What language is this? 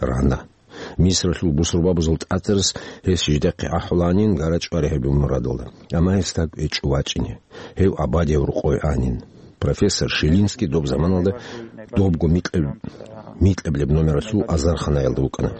Avaric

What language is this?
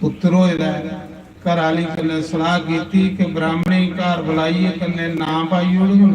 Dogri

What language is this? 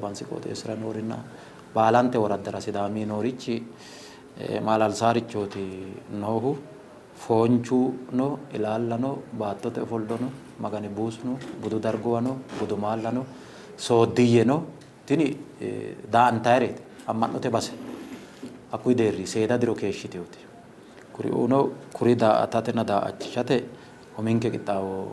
Sidamo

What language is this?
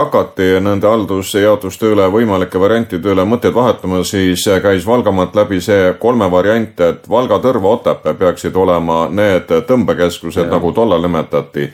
Estonian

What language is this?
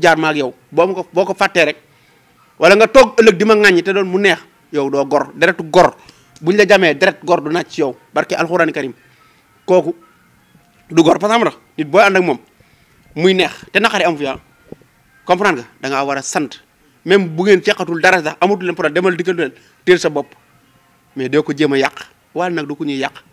Wolof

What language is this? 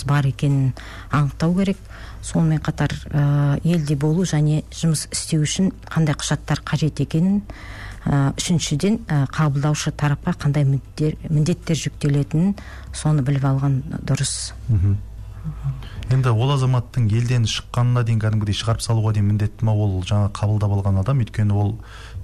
Kazakh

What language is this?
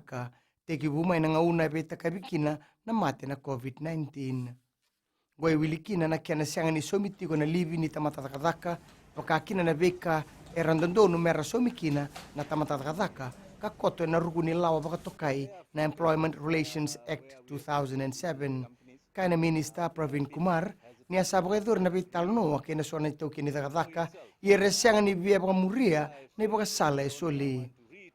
Fijian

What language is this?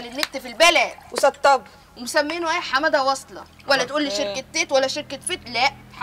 Egyptian Arabic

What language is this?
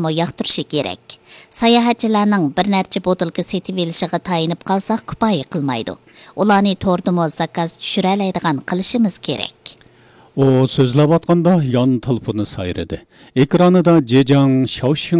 Uyghur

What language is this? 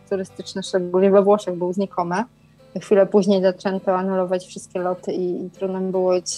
Polish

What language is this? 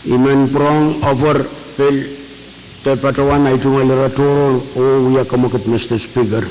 Pohnpeian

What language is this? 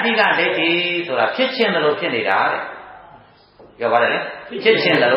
Burmese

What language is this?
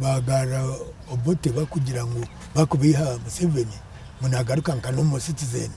Nyankole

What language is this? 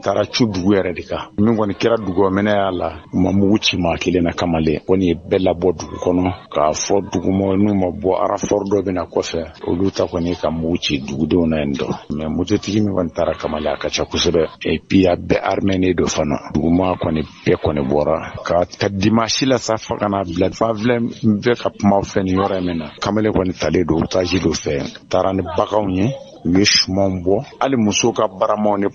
Bambara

